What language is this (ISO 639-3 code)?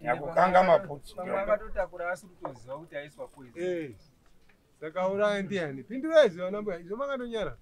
sna